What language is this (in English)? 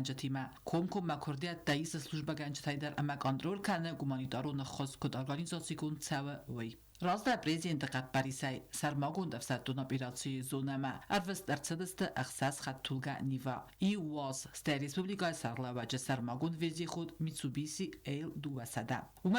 Ossetic